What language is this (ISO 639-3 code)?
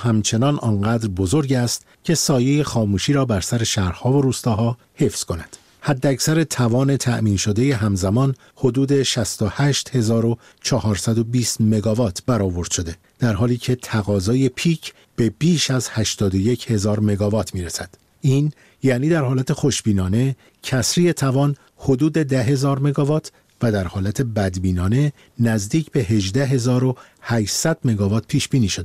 fas